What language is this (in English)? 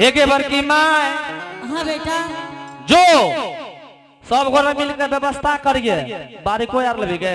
Angika